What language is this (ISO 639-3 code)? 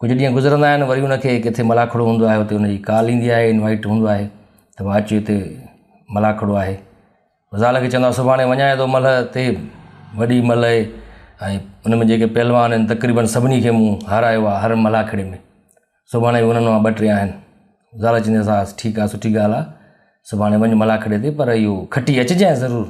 snd